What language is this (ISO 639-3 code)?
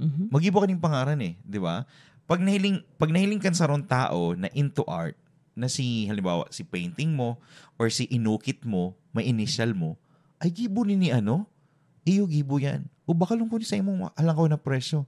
bik